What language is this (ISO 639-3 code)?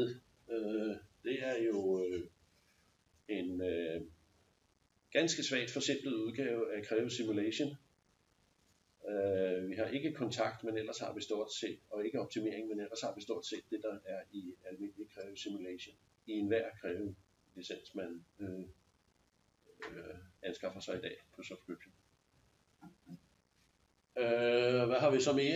dan